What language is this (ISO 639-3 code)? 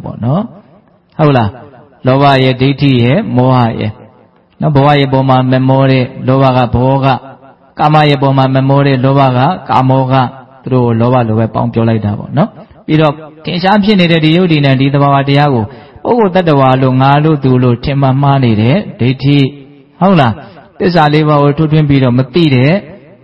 mya